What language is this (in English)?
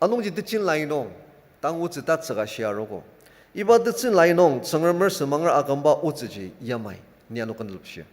Ao Naga